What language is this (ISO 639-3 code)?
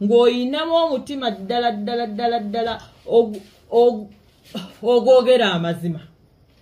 lug